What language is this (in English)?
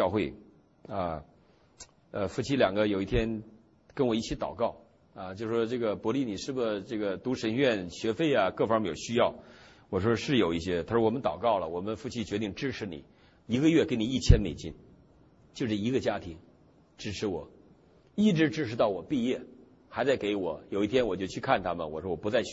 Chinese